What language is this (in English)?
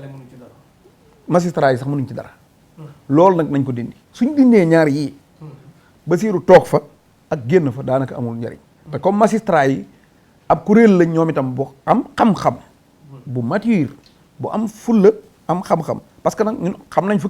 Wolof